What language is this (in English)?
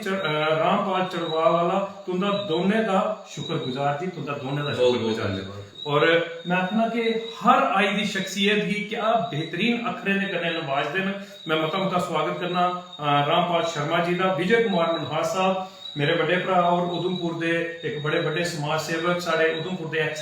Dogri